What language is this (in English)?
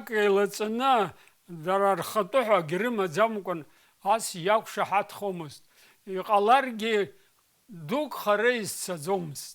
Abkhazian